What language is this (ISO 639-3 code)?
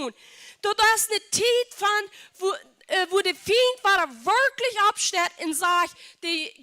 pdt